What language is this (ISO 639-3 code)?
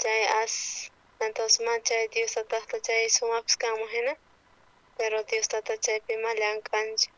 quh